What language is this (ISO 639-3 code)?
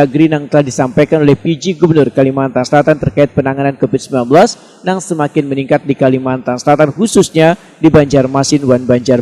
bjn